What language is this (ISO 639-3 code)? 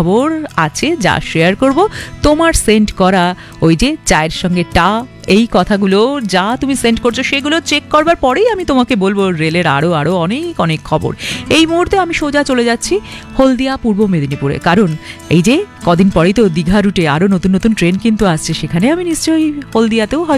ben